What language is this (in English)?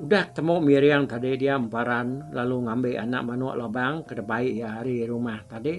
Iban